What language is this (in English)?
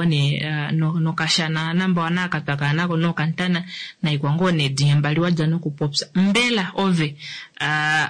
Kuanyama